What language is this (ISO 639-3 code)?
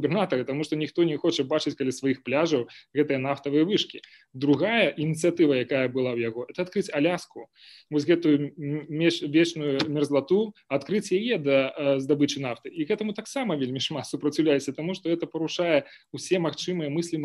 bel